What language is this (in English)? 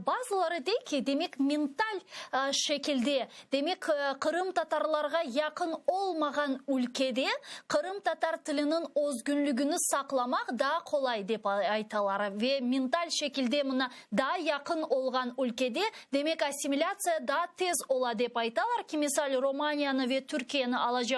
Crimean Tatar